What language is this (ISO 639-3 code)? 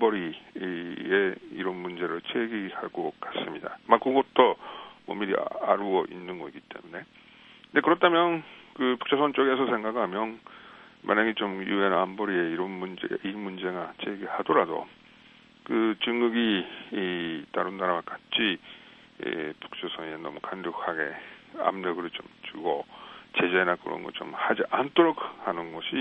kor